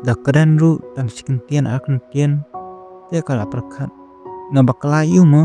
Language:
Khasi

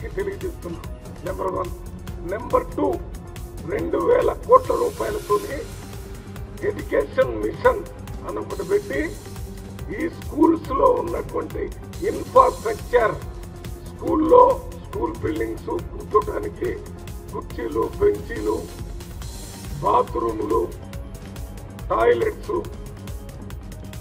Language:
Telugu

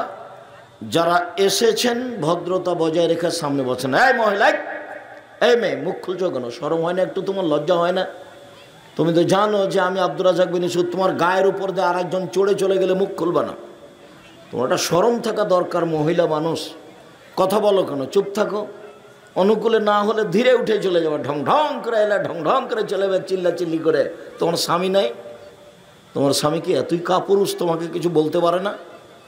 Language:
Bangla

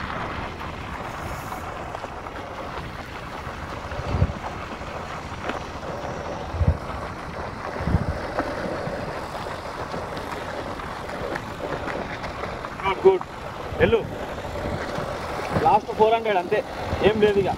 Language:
Telugu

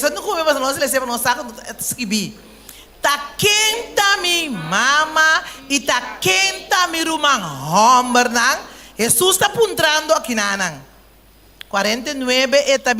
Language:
Papiamento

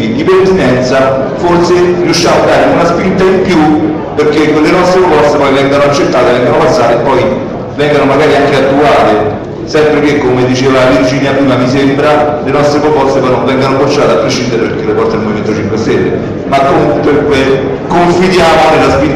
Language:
Italian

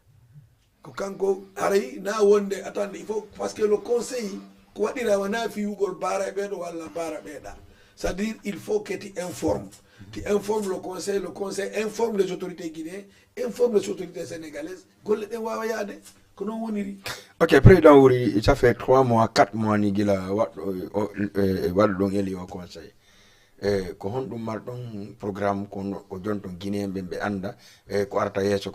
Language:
Fula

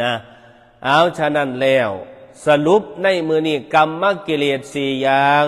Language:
Northeastern Thai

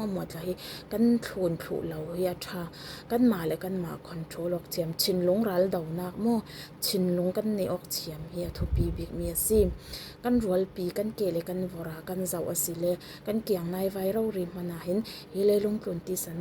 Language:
Falam Chin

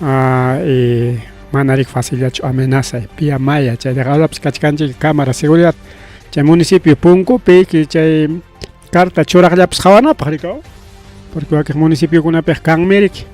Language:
Ayacucho Quechua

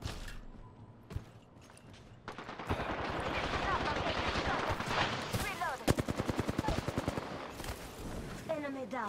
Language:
English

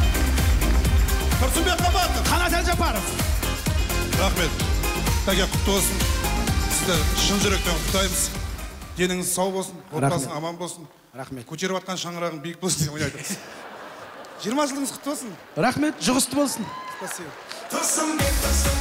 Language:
Kazakh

